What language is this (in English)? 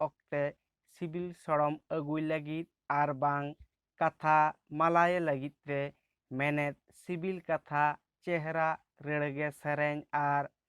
Santali